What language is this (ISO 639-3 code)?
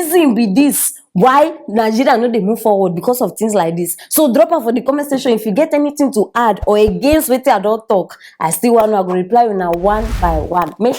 pcm